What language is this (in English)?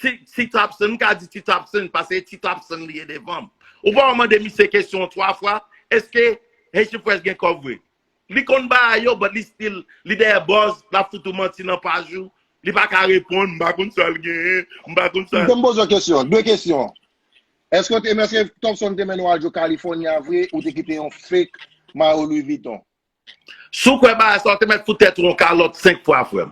Haitian Creole